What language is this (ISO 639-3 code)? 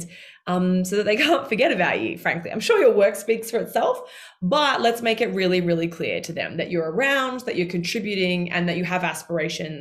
eng